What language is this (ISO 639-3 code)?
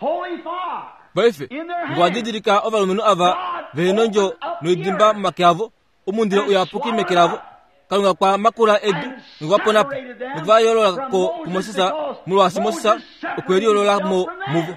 kua